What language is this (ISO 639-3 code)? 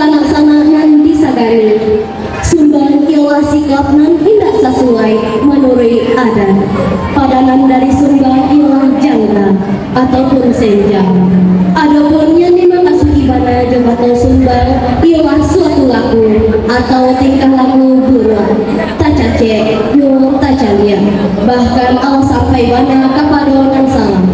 min